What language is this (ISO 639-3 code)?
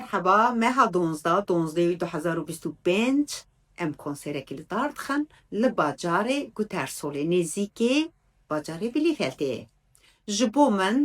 kur